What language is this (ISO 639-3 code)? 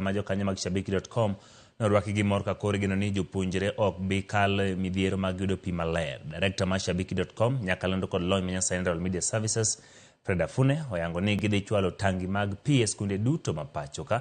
luo